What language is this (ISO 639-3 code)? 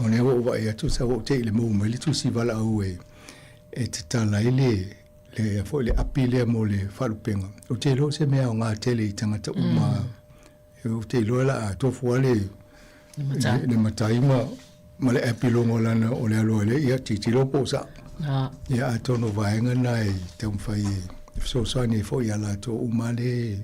smo